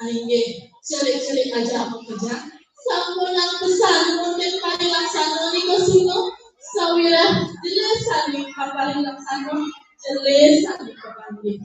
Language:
Balinese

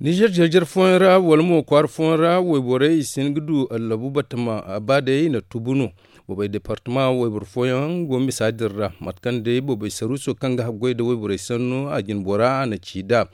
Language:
Zarma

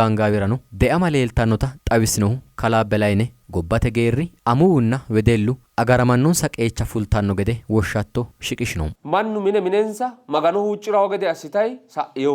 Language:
Sidamo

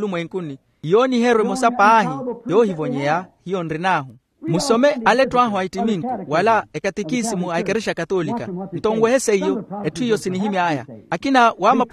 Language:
Makhuwa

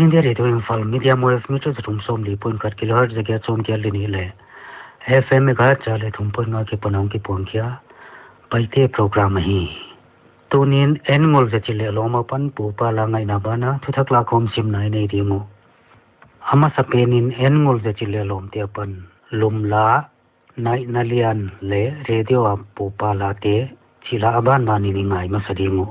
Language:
Paite Chin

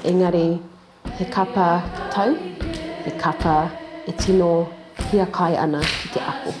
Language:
Māori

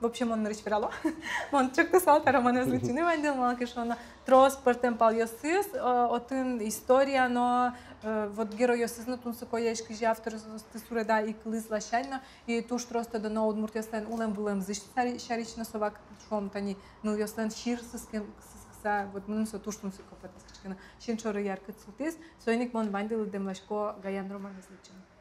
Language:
Udmurt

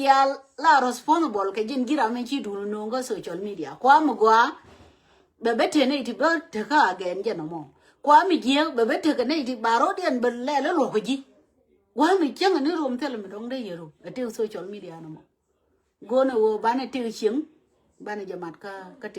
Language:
Nuer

